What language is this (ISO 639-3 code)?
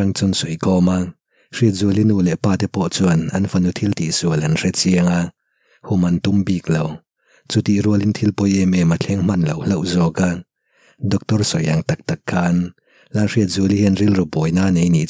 lus